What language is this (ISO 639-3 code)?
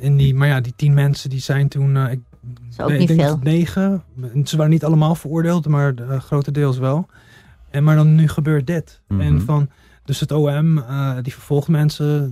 nld